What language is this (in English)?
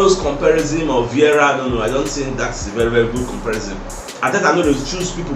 Nigerian Pidgin